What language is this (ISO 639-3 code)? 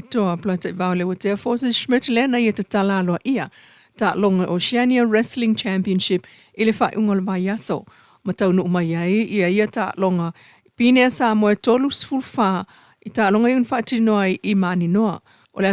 smo